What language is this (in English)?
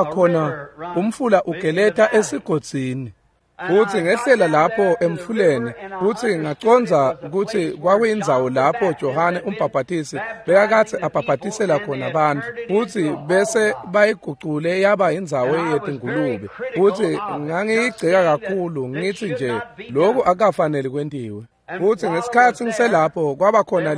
Swati